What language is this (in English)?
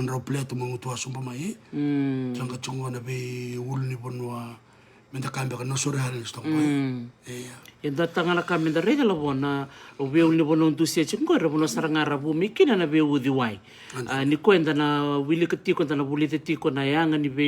Fijian